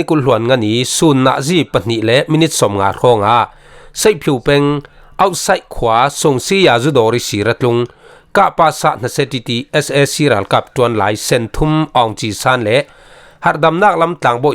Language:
Falam Chin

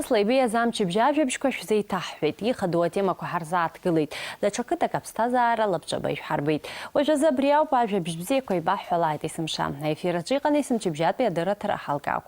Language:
Abkhazian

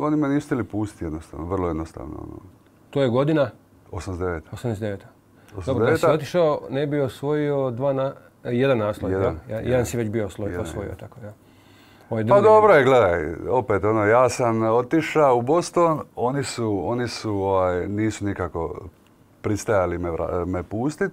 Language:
Croatian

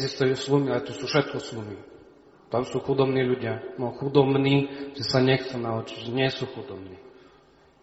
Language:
Slovak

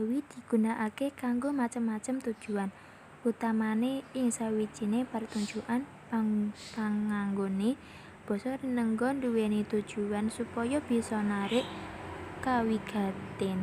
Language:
Javanese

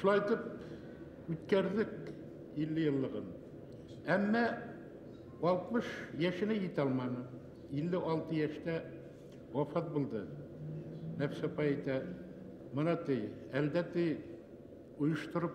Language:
Bashkir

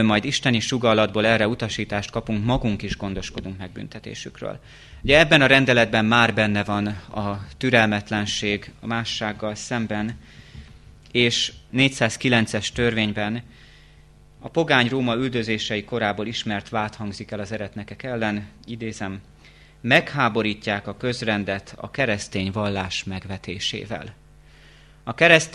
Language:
Hungarian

